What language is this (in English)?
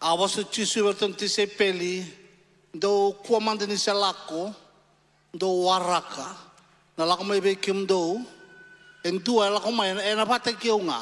Fijian